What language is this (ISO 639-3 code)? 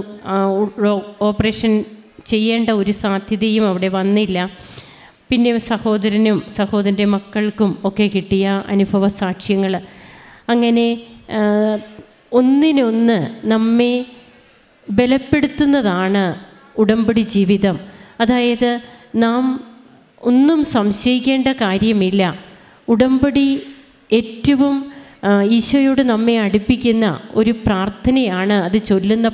mal